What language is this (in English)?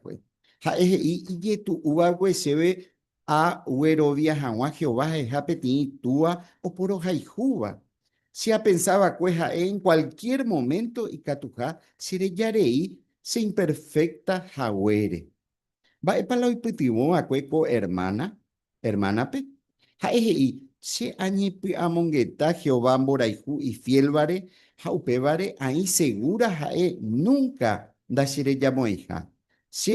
Guarani